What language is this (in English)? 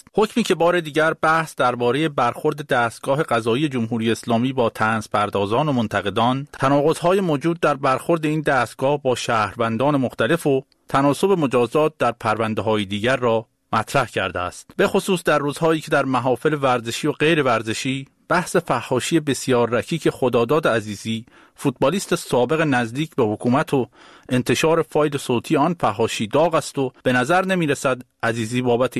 Persian